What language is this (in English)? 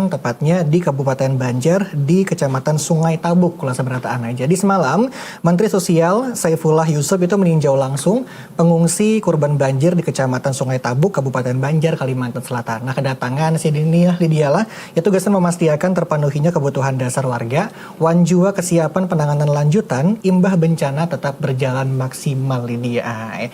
Banjar